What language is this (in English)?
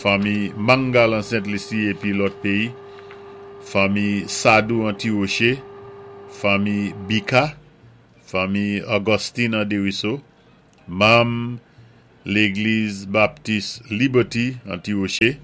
Saint Lucian Creole French